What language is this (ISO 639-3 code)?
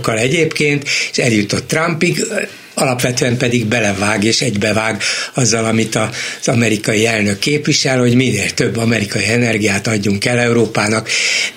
hun